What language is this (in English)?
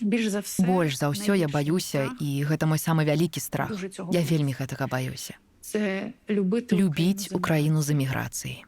Belarusian